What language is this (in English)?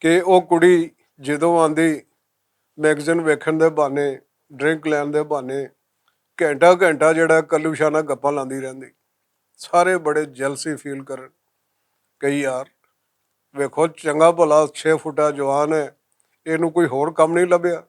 Western Panjabi